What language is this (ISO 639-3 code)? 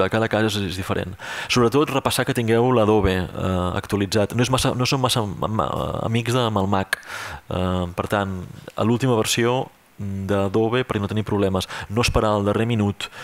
cat